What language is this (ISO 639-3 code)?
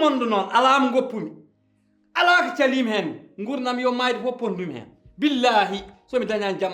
ful